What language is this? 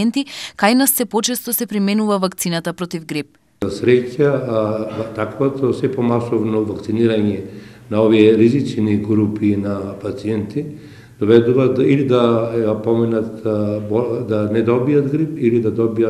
Macedonian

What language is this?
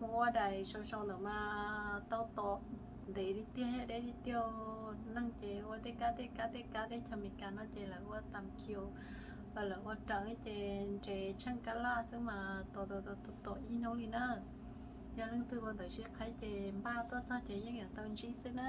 Hmong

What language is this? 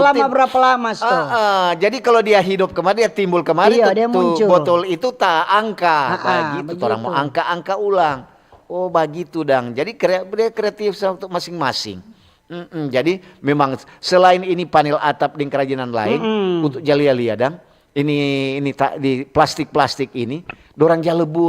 Manado Malay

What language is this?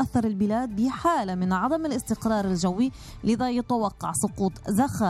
South Levantine Arabic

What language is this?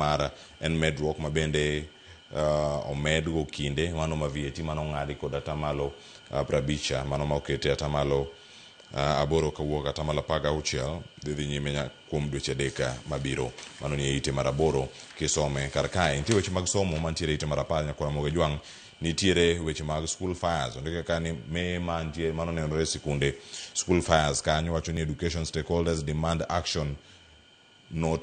Luo (Kenya and Tanzania)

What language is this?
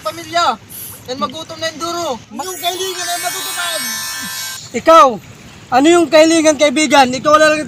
Waray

